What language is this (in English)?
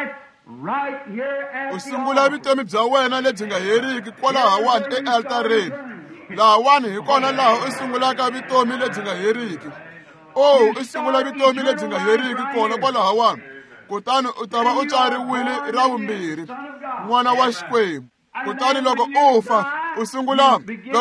Tsonga